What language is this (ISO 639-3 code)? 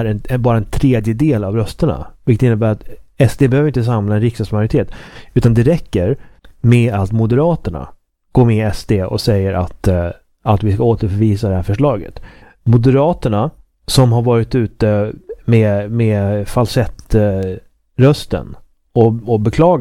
swe